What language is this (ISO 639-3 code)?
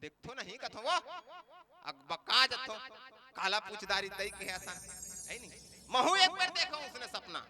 hne